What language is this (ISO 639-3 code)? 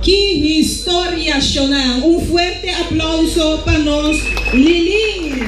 pap